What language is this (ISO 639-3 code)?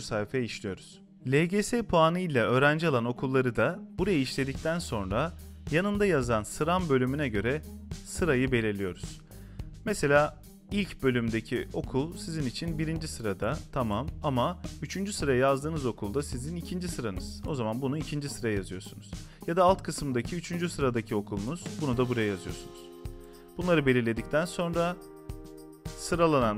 tur